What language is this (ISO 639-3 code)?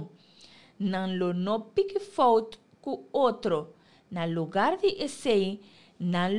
pap